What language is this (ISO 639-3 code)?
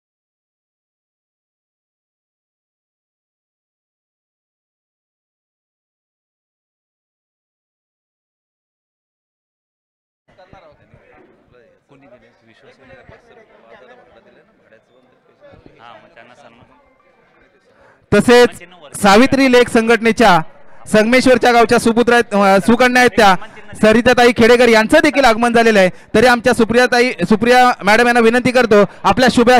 mar